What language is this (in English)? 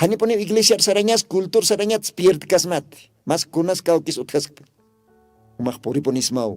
Aymara